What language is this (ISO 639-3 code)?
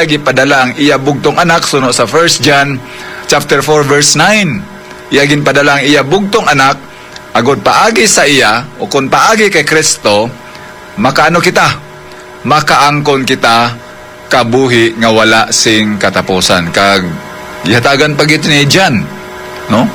hil